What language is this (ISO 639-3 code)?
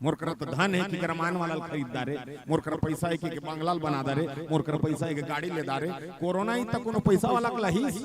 hne